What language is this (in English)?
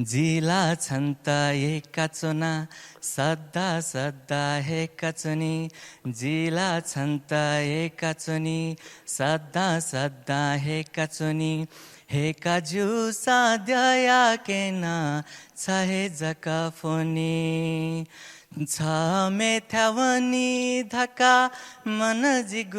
Newari